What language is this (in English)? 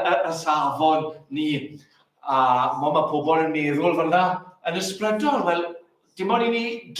Welsh